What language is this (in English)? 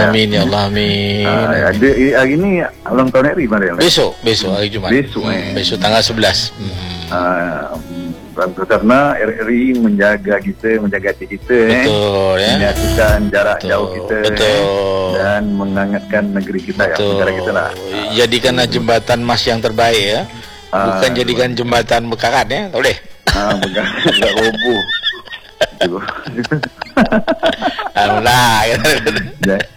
Malay